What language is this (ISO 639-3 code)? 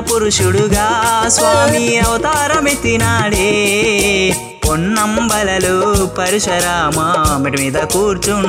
tel